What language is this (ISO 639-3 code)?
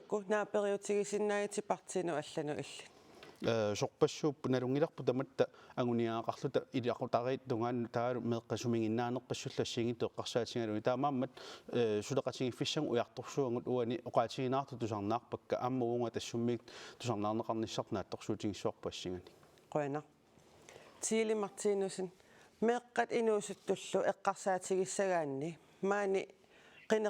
kal